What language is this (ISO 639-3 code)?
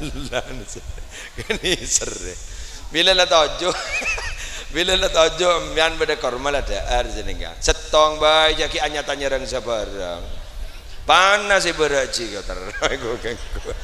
mad